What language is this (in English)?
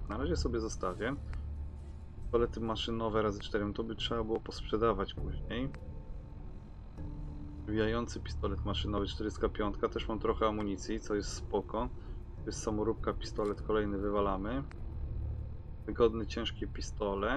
Polish